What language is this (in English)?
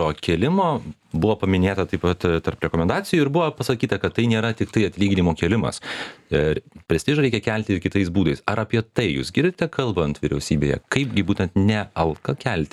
Lithuanian